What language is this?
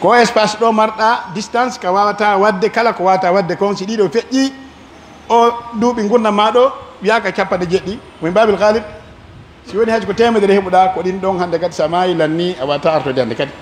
Pular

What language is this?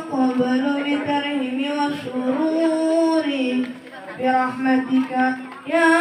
Betawi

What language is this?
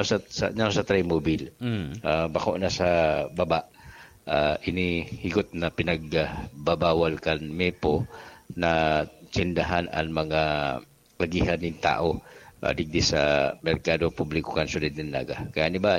Bikol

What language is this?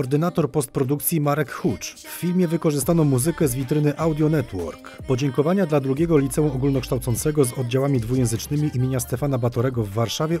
Polish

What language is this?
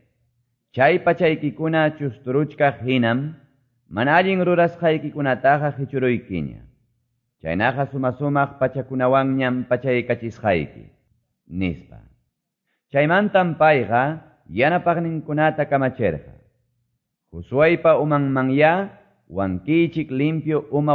Quechua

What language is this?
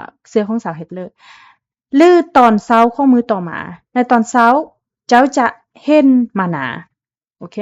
Lao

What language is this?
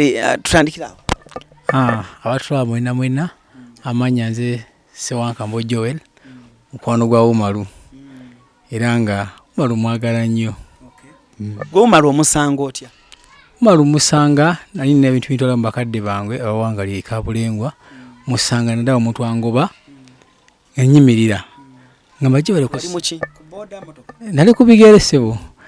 Ganda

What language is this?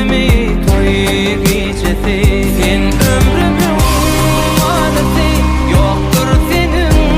Turkmen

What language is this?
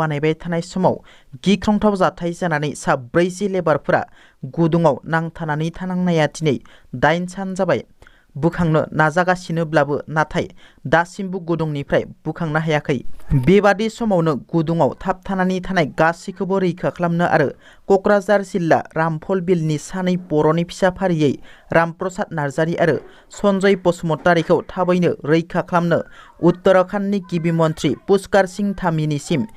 Bodo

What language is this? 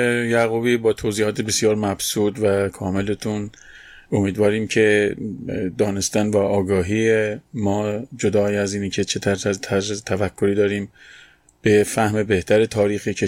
Persian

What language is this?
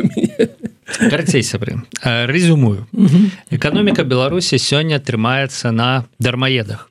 Belarusian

